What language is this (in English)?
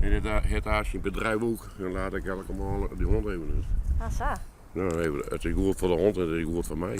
Western Frisian